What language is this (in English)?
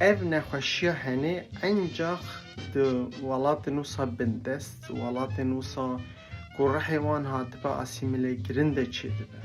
Kurdish